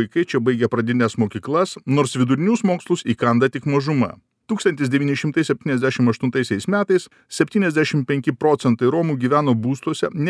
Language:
Lithuanian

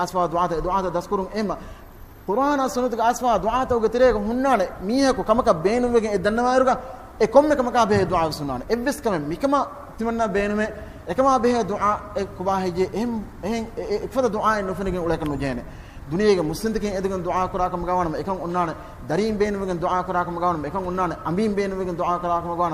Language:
Divehi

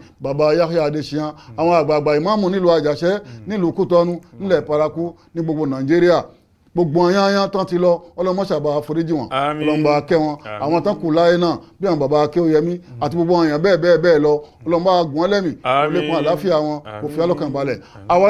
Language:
Yoruba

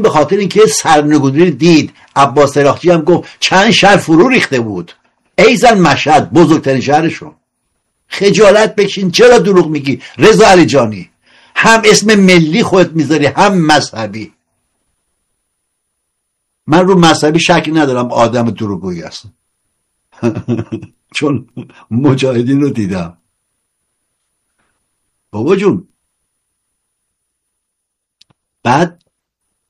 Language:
Persian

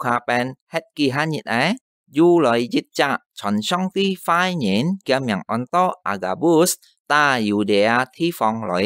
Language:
Hakka Chinese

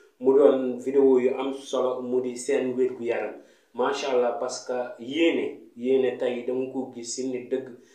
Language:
Wolof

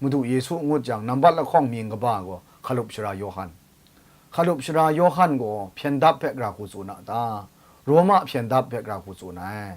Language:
Kachin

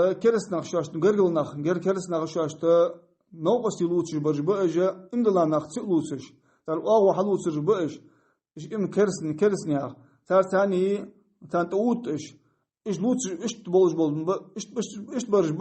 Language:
Ingush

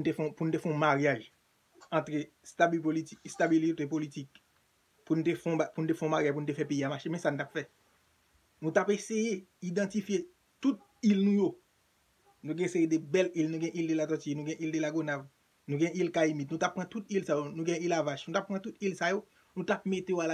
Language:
Haitian Creole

